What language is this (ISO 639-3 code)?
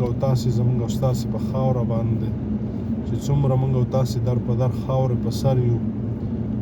pus